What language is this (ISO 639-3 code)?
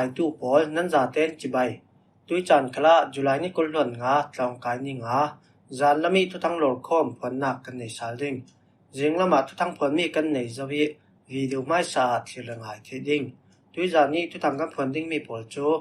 cfm